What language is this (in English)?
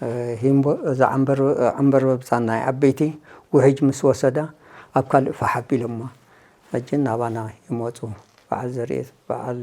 Tigrinya